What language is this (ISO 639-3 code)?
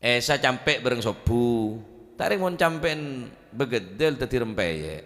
mad